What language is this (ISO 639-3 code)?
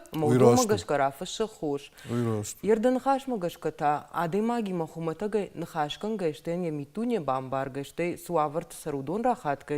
oss